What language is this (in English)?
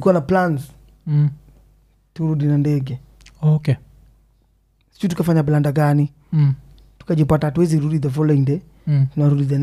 Swahili